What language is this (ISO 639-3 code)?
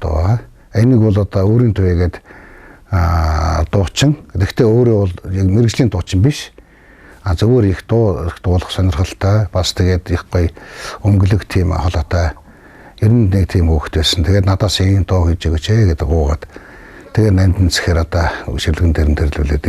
mon